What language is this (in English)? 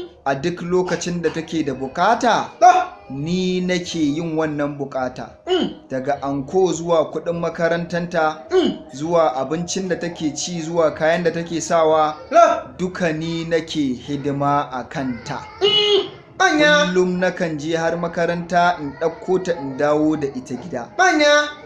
Hausa